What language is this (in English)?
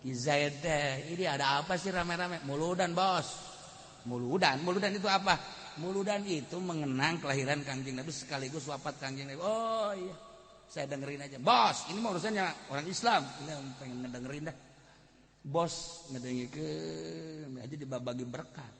Sundanese